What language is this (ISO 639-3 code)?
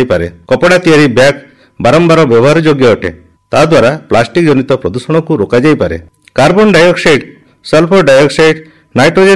ori